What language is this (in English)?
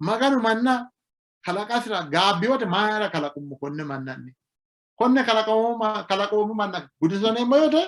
Sidamo